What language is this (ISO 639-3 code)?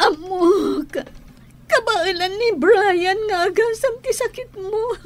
ilo